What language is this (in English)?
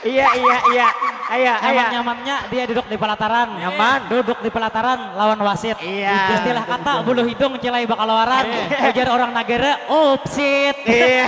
Banjar